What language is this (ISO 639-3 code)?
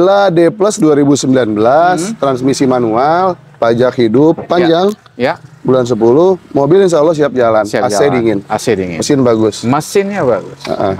ind